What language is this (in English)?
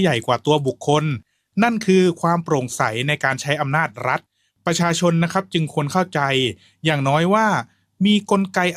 Thai